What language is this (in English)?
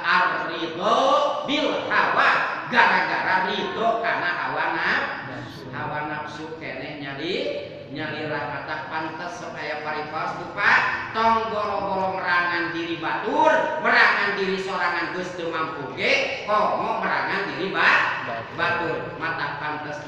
Sundanese